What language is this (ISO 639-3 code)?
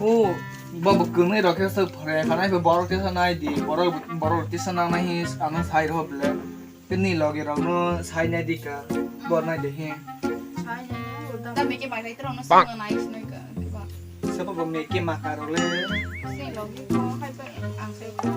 trp